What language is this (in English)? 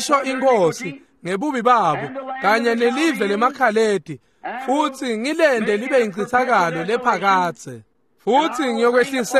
Swati